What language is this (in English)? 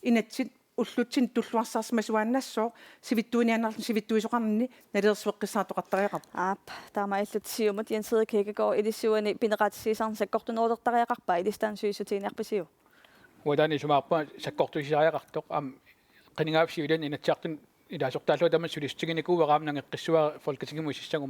Kalaallisut